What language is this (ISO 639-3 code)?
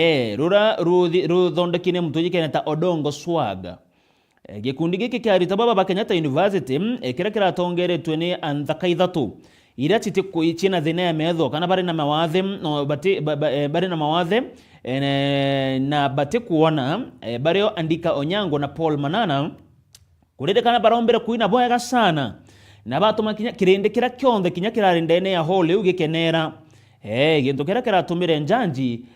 mer